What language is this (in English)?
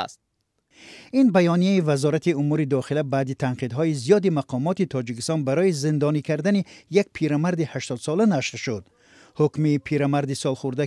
Persian